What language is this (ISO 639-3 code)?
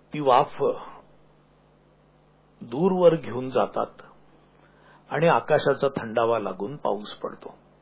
mar